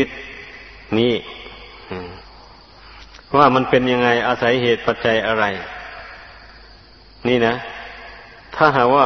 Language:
Thai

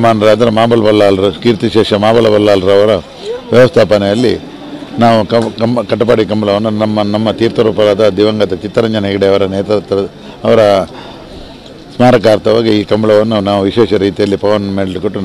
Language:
Kannada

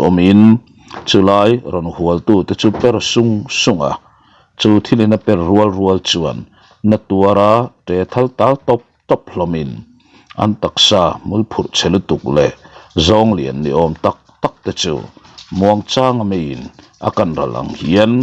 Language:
Mizo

